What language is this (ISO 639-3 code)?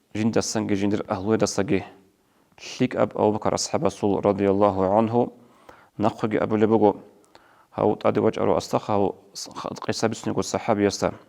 ava